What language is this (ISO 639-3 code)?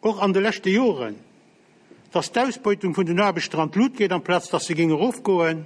ltz